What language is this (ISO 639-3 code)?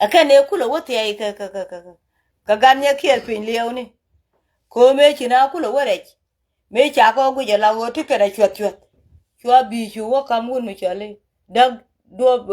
nus